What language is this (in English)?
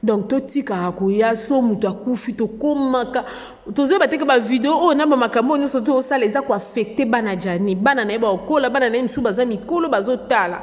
Lingala